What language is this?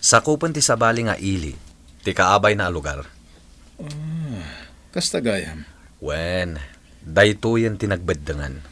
Iloko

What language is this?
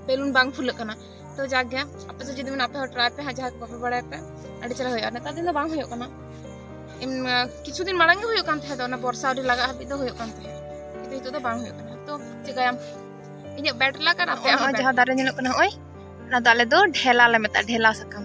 Santali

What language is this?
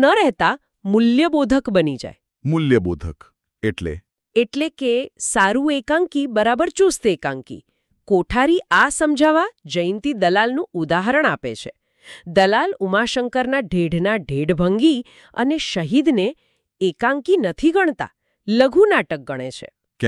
Gujarati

